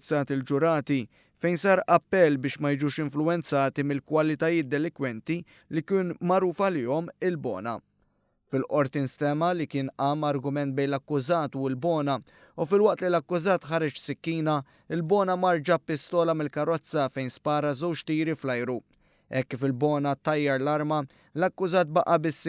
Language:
Maltese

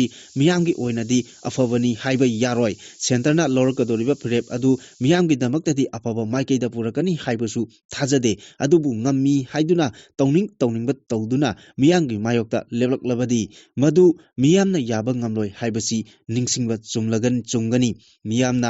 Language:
Manipuri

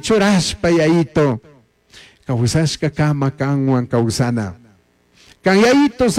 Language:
Chimborazo Highland Quichua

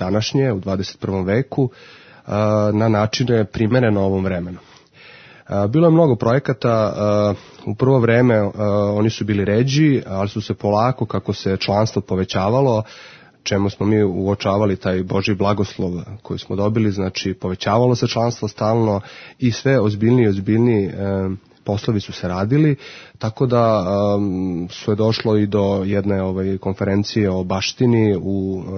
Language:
Serbian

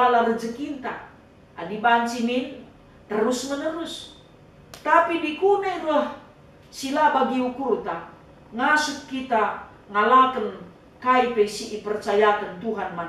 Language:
Batak Karo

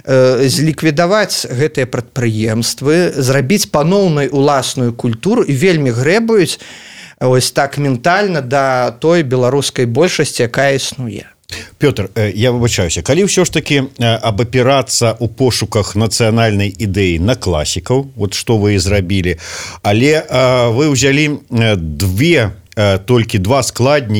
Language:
Belarusian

